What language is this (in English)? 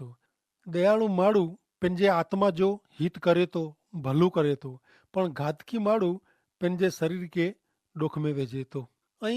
Kachhi